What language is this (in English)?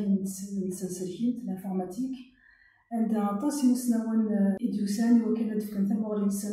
Kabyle